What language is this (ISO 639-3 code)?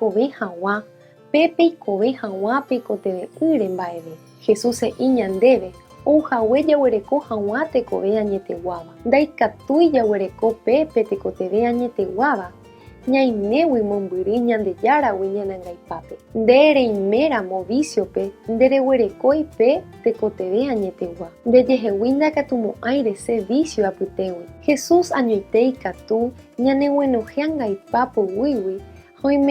grn